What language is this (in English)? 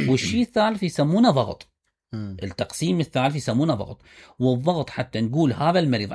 Mesopotamian Arabic